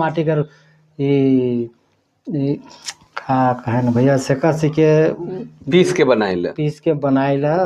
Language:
Sadri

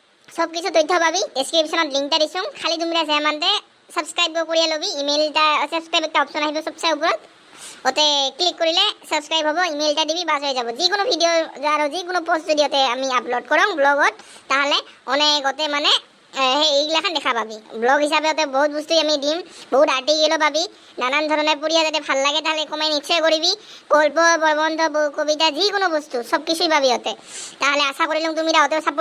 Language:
Assamese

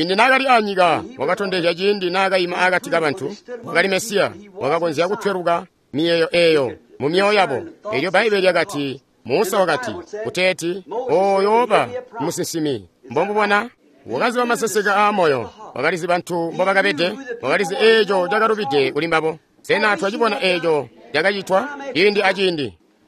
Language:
Tonga (Zambia)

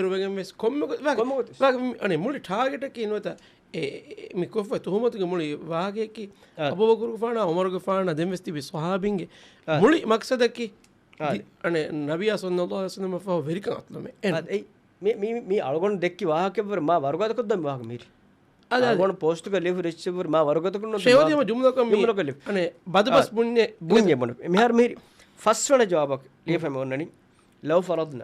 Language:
Divehi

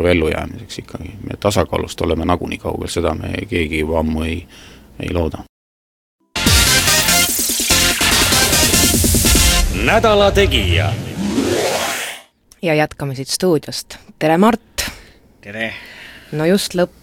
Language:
Estonian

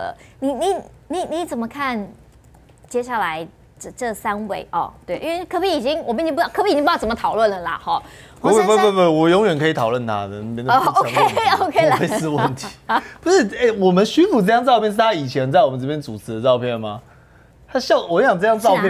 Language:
Chinese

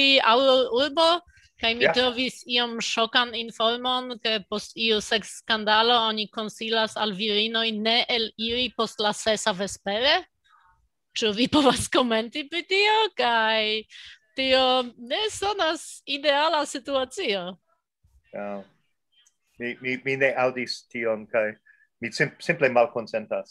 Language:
Esperanto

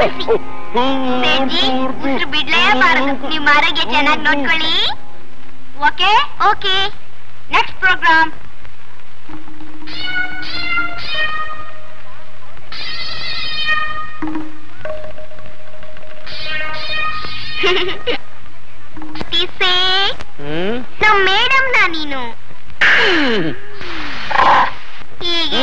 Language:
Kannada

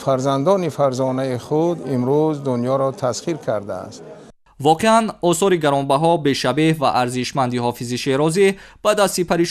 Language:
Tajik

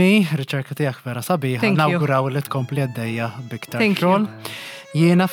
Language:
Maltese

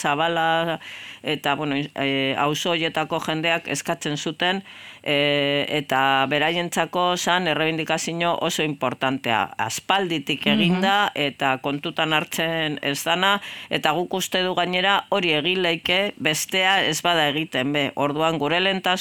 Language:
Basque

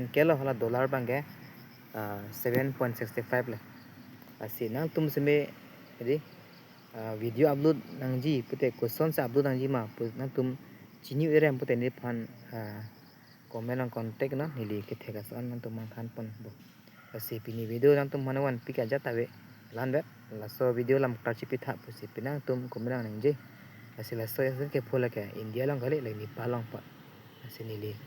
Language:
Karbi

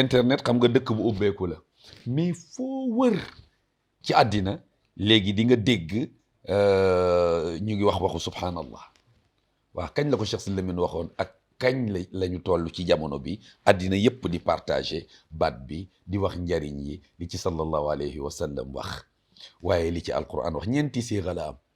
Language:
Wolof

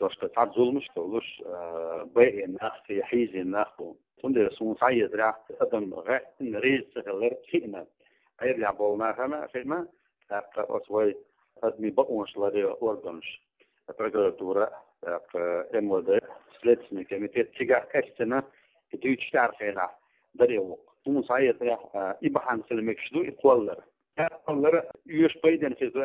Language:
Chechen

